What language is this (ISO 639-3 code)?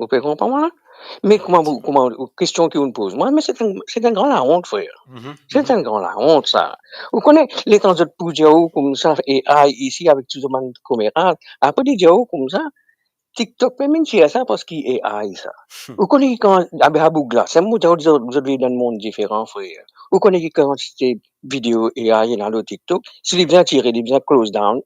mfe